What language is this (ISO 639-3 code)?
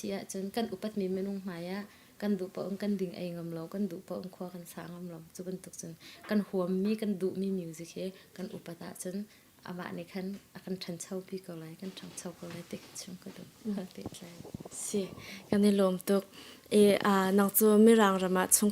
cnh